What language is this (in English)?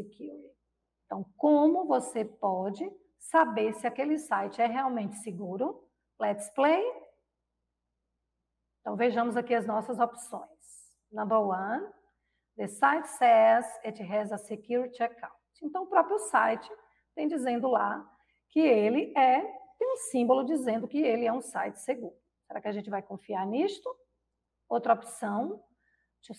Portuguese